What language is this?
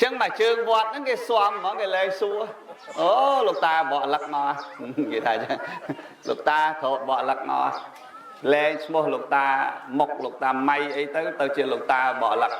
Khmer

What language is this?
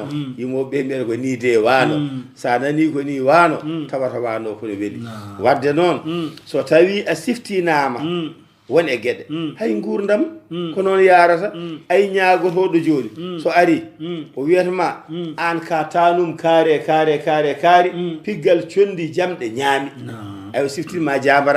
Fula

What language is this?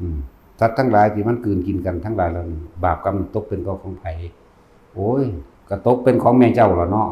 Northeastern Thai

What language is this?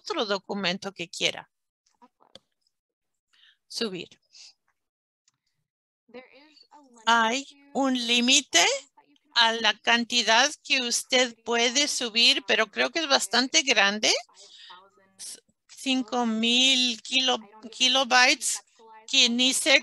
Spanish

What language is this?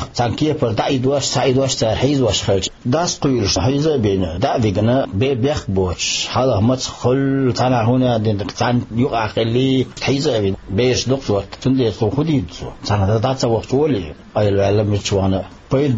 Chechen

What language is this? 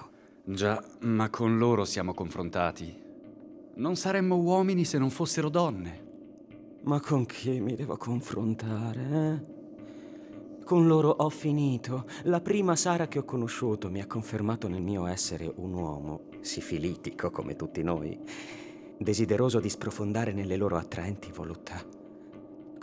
Italian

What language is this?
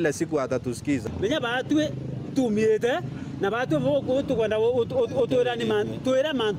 Meru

